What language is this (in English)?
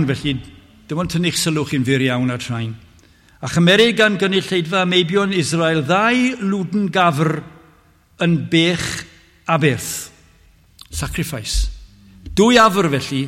Welsh